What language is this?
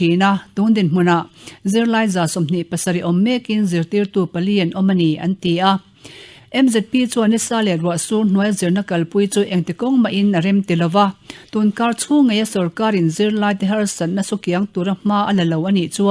Mizo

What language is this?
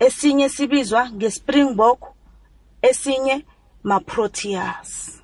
South Ndebele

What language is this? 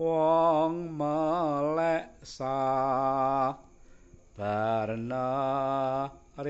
Javanese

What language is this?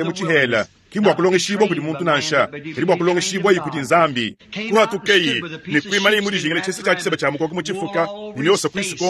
Luba-Lulua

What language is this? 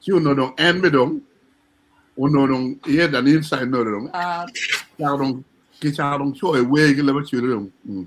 Acoli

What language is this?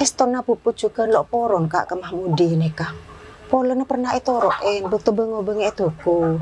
Madurese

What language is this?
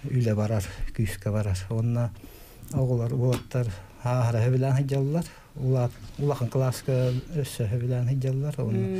Yakut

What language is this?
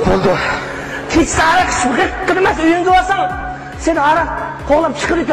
Uyghur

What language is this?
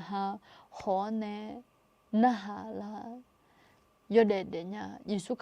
Akha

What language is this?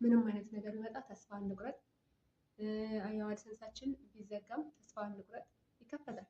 Amharic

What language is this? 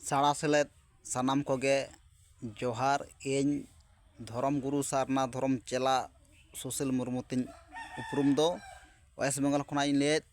Santali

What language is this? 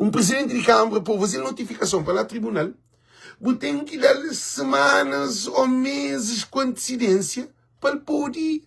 Kabuverdianu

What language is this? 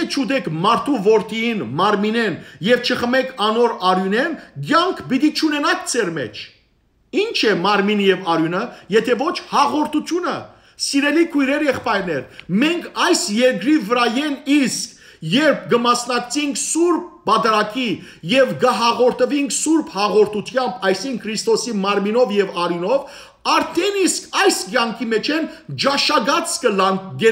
Western Armenian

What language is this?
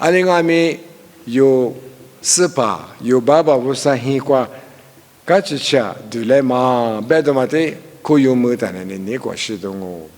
Lisu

